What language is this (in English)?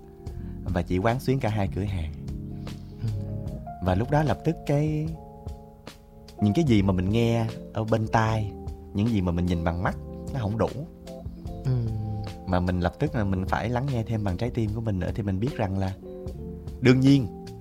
Vietnamese